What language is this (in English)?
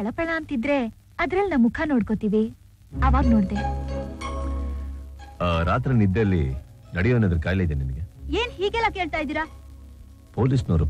Kannada